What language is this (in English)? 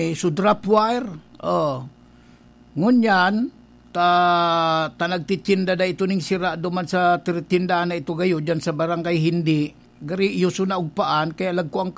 Bikol